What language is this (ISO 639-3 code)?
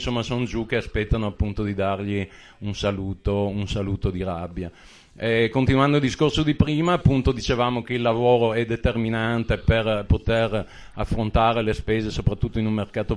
ita